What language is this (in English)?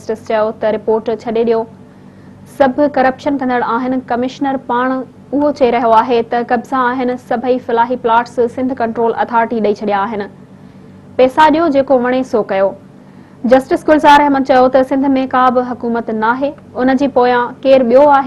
Sindhi